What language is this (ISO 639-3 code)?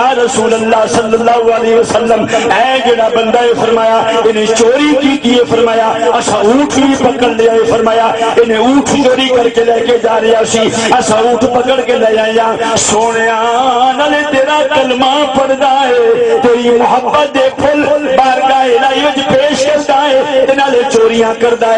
skr